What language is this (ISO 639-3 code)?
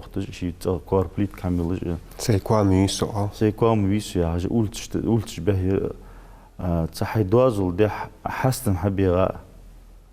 inh